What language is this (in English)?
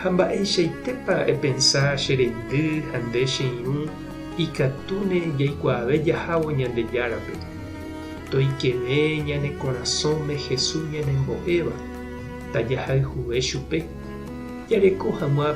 Guarani